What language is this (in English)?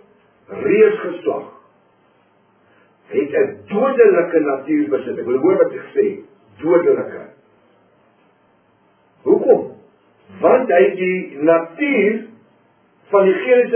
Afrikaans